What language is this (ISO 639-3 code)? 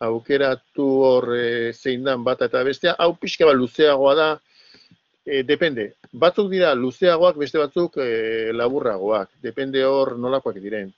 eus